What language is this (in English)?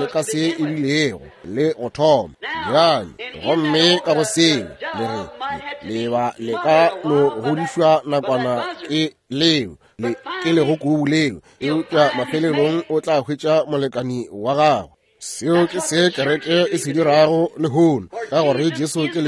Northern Sotho